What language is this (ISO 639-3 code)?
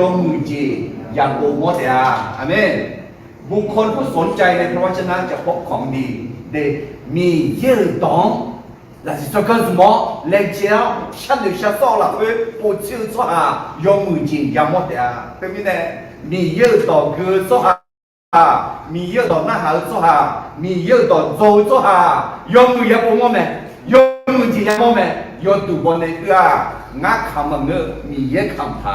ahk